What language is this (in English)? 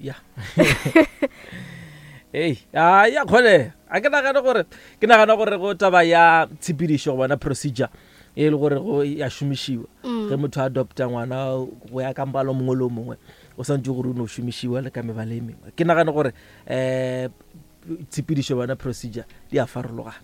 Northern Sotho